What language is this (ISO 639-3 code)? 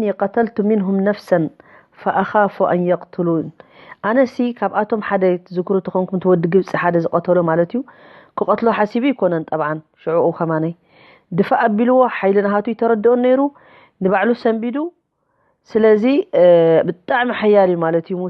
tir